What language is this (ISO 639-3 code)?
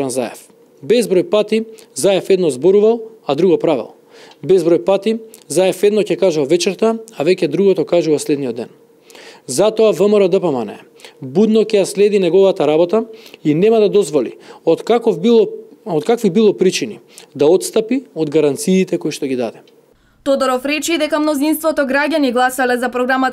mkd